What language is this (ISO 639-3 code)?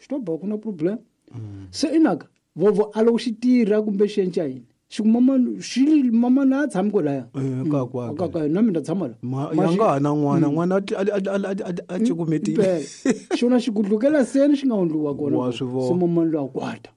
tso